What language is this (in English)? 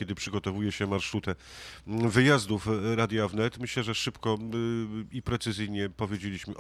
Polish